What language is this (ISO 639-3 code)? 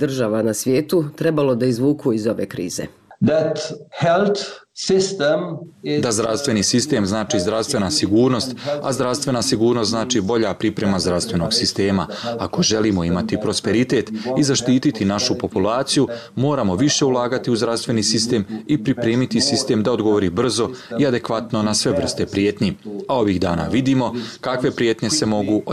srp